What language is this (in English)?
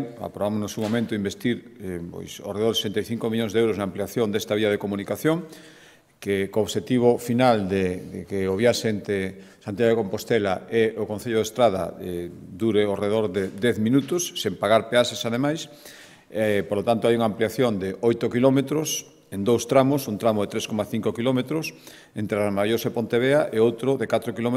Galician